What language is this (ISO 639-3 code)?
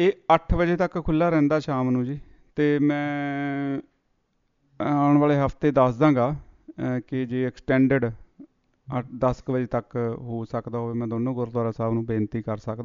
pan